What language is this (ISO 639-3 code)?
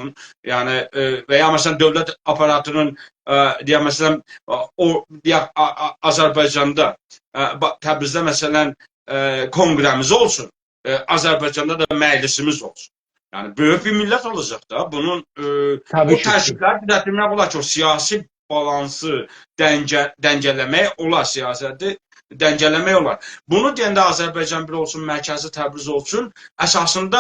azb